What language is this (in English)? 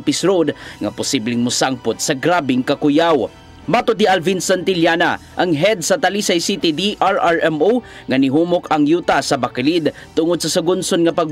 Cebuano